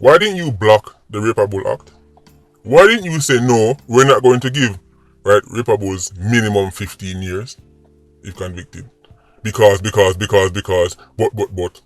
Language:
Jamaican Creole English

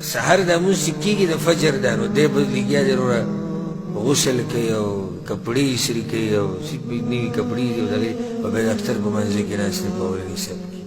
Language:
Pashto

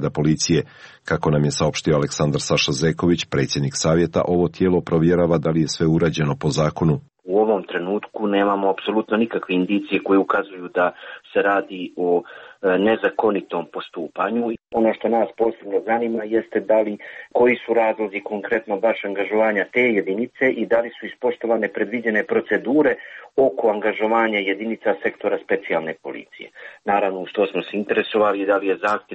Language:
Serbian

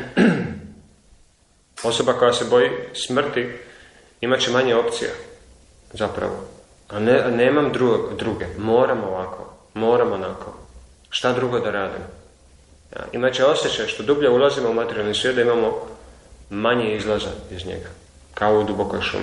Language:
Croatian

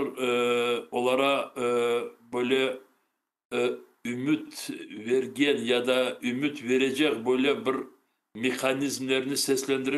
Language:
Crimean Tatar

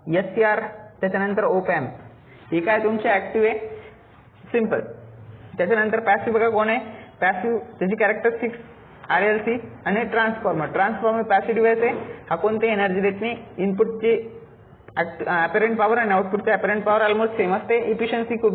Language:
Marathi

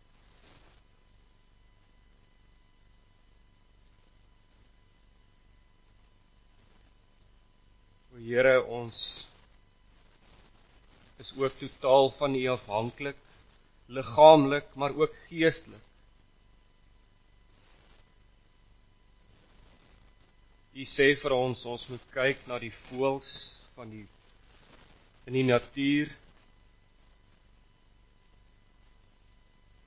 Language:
Afrikaans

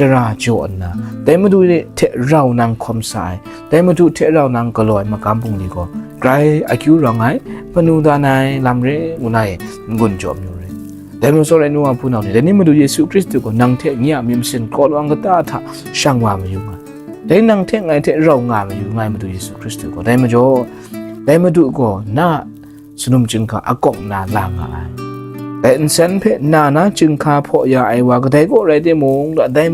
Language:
Kachin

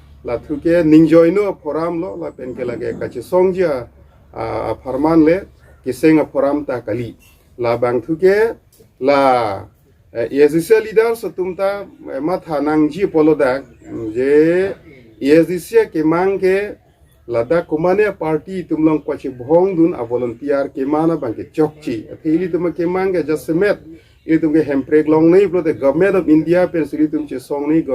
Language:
Karbi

